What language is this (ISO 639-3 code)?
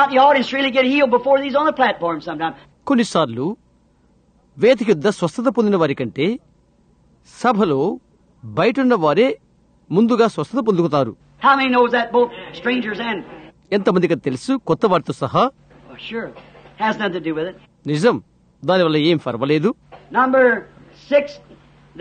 tel